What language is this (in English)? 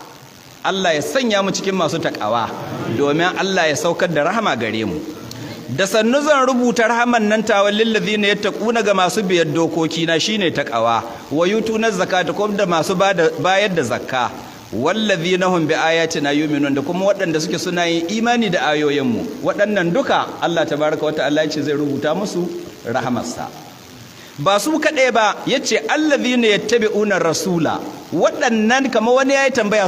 Hausa